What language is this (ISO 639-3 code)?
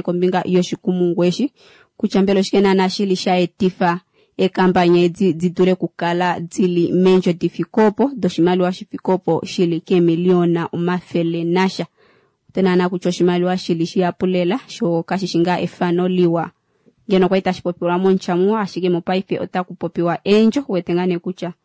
kua